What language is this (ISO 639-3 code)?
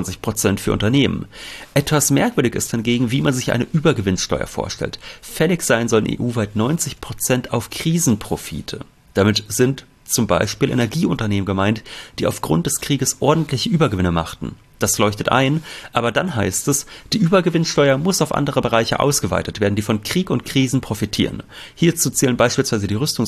deu